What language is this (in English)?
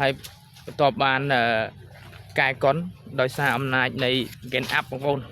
Khmer